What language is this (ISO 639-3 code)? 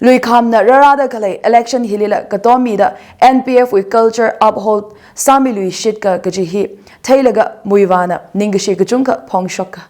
nmf